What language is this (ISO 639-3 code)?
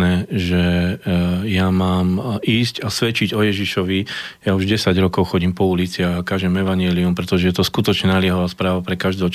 slk